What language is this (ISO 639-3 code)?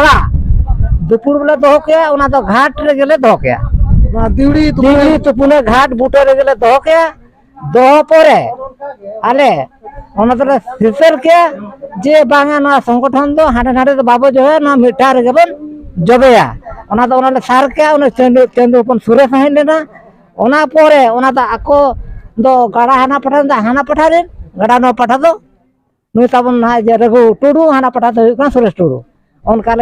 sat